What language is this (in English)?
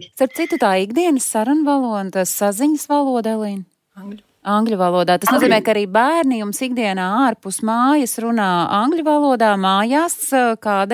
Latvian